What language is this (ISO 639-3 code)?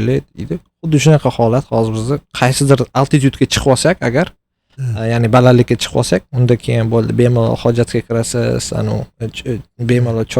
uzb